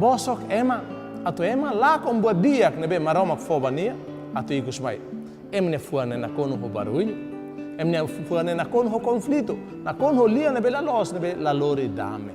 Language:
Tetum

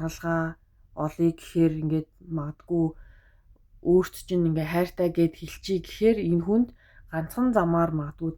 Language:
Mongolian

